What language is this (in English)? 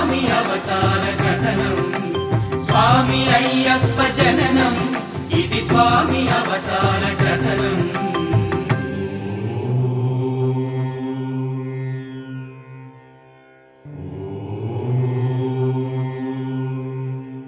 Telugu